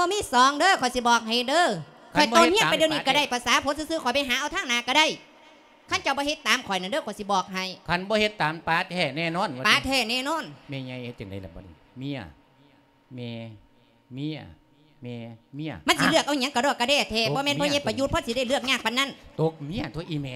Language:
Lao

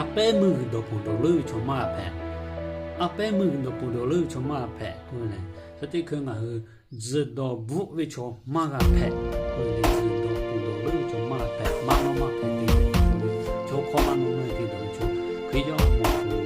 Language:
Lahu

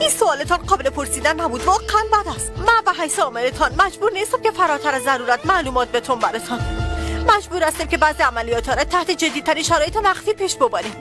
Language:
Persian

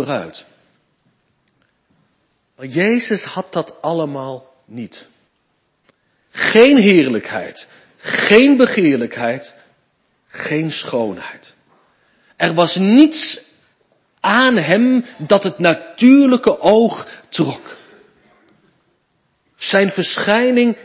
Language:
Dutch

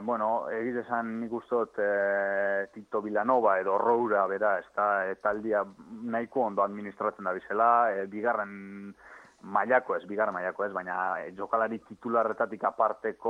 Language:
Basque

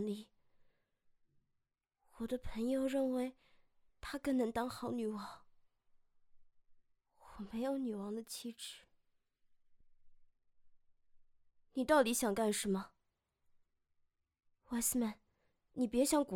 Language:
Chinese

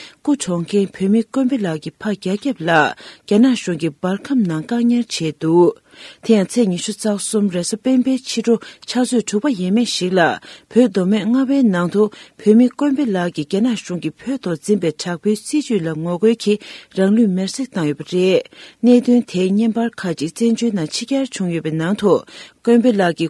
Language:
Tibetan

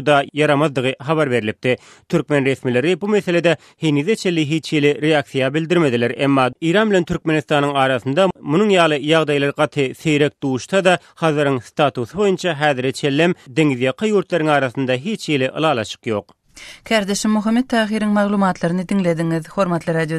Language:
Turkmen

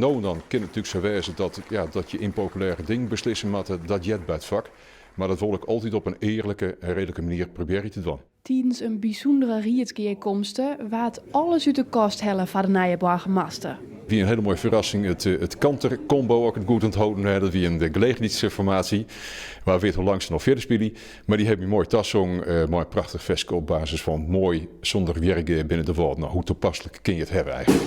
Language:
Western Frisian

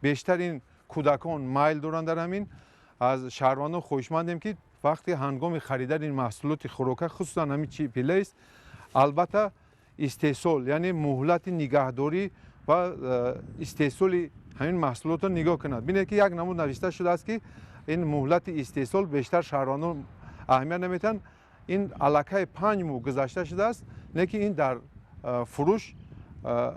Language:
Tajik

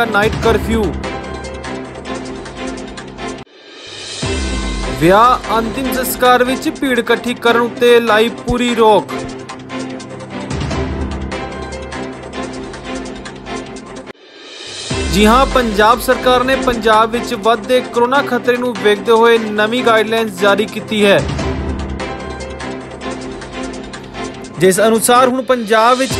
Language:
Punjabi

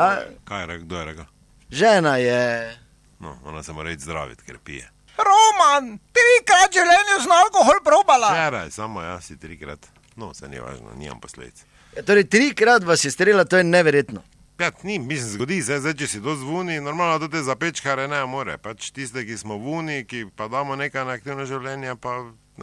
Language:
Slovenian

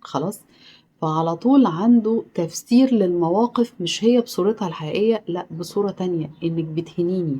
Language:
Egyptian Arabic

